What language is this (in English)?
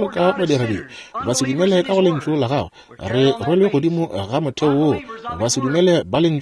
Northern Sotho